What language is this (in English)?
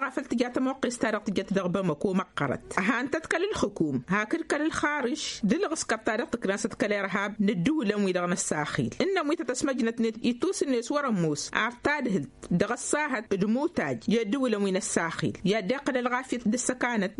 Tamasheq